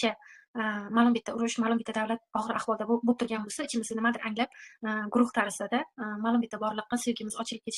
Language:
Uzbek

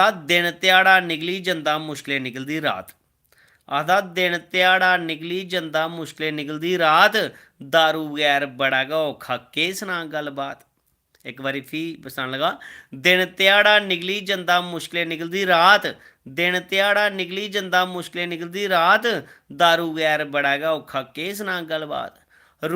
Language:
Dogri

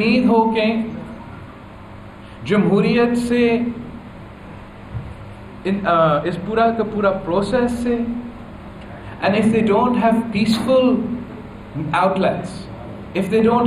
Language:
Urdu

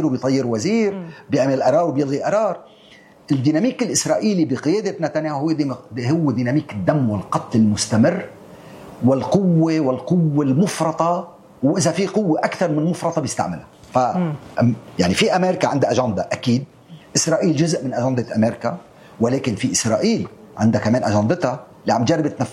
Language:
North Levantine Arabic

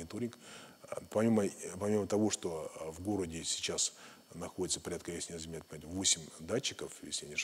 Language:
Russian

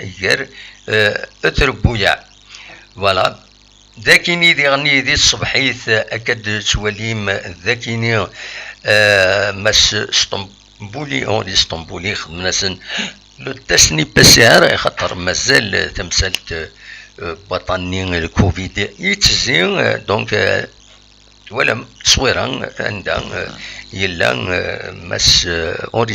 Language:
Kabyle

